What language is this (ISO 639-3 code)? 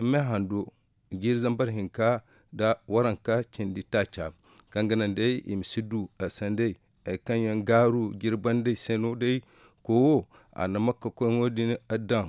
dje